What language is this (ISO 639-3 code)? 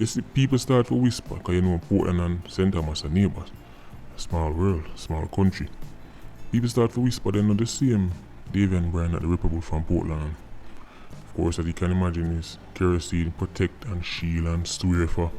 jam